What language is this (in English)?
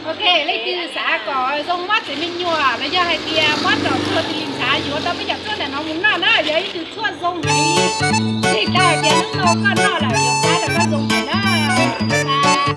Hmong